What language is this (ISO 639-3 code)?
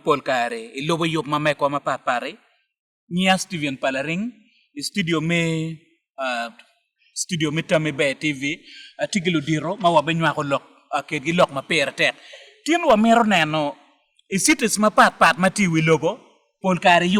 ach